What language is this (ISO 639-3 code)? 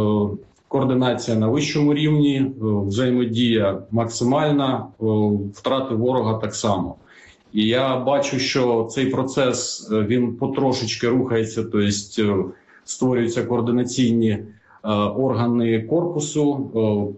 ukr